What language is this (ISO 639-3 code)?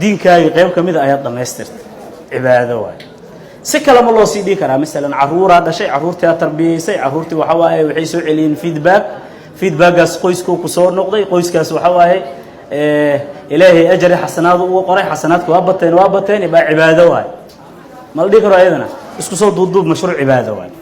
som